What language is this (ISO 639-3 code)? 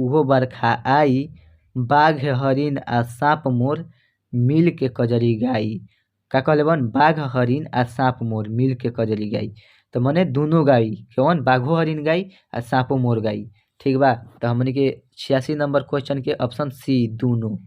bho